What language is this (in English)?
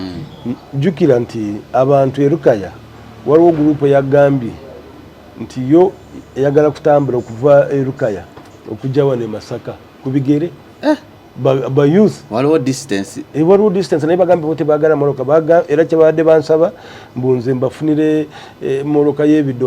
Ganda